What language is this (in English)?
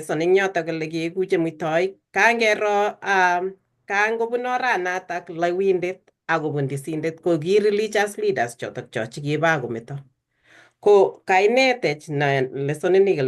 Kalenjin